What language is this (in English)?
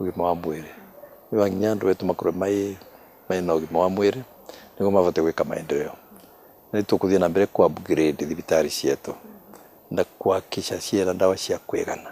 Meru